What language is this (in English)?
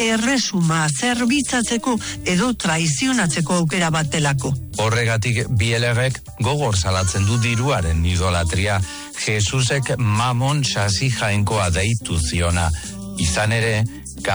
Basque